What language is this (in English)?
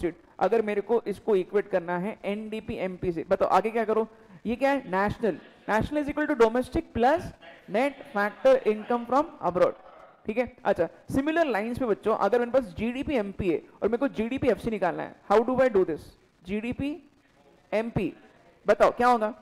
Hindi